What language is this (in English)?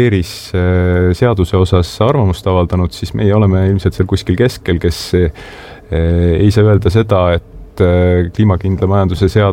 Estonian